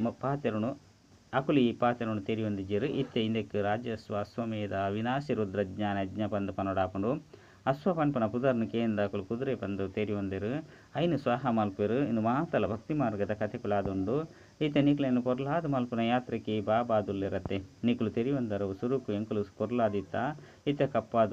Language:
Tulu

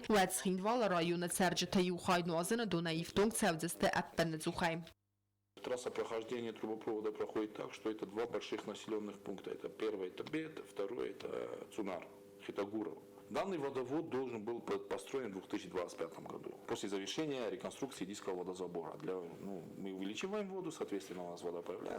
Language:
Ossetic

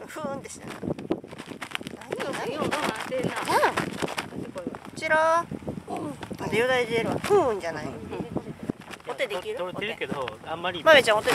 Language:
Japanese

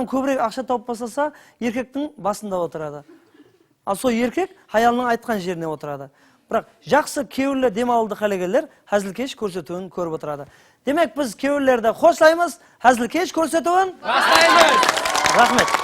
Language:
Kara-Kalpak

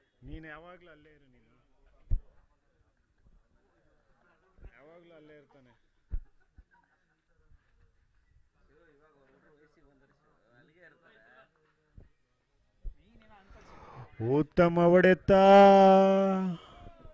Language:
Kannada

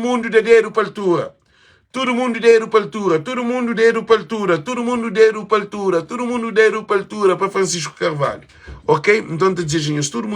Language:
Kabuverdianu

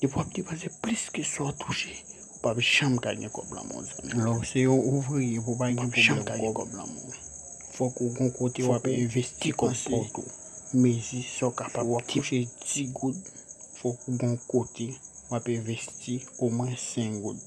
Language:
Haitian Creole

